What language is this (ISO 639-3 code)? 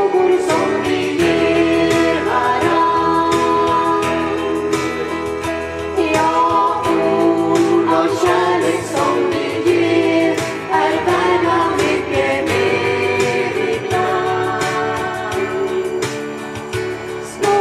swe